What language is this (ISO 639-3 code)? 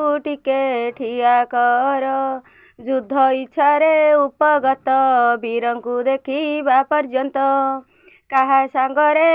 ori